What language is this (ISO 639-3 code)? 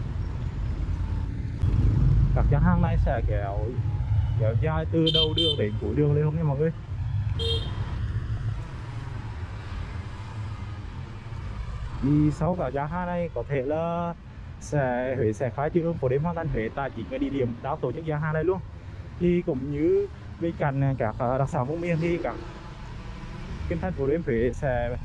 vie